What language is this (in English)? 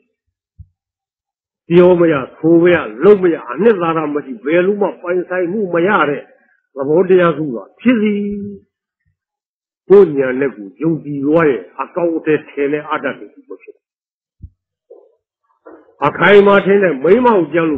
Burmese